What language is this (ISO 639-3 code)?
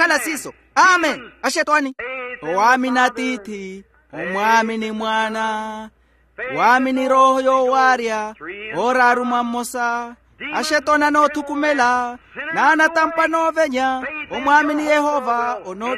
vmw